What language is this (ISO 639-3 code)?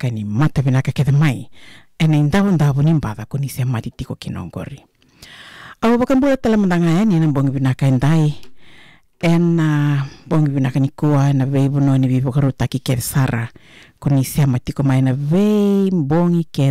fij